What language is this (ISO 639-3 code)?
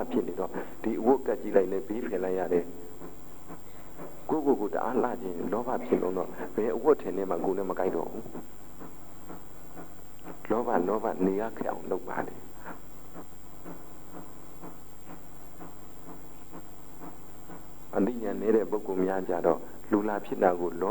mya